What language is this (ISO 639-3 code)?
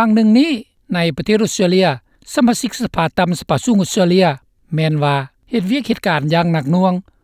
lao